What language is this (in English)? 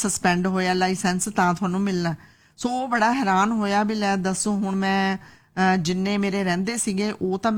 Punjabi